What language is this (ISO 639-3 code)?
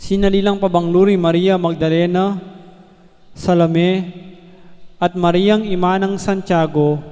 pam